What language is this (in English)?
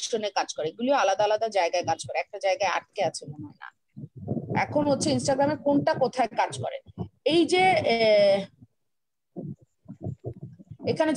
Bangla